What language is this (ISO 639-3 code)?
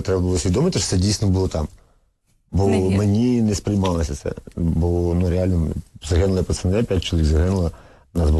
ukr